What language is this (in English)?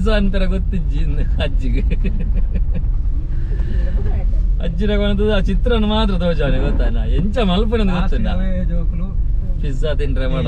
Tulu